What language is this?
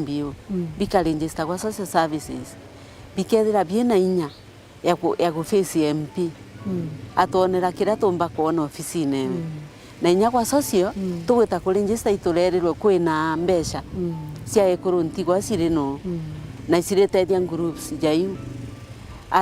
Meru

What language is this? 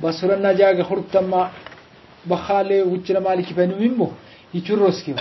Brahui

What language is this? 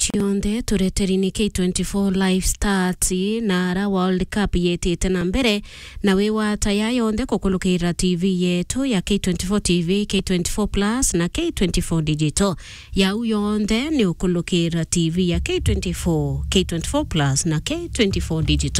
Meru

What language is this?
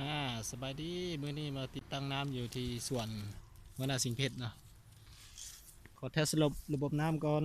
Lao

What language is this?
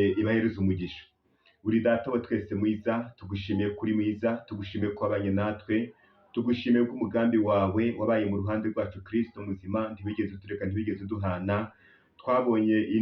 Kinyarwanda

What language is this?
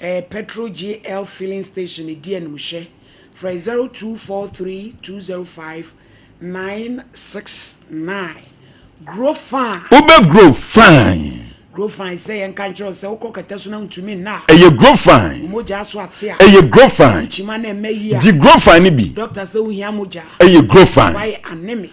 Akan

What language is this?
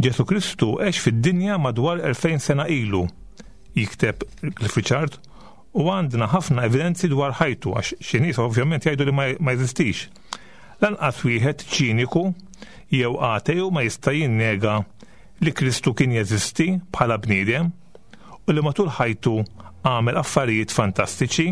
Maltese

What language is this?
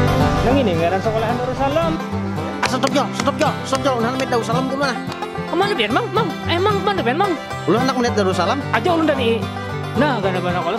Banjar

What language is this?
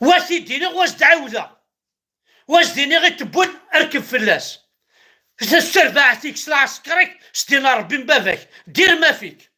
Kabyle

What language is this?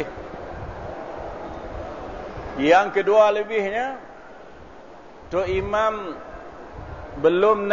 Malay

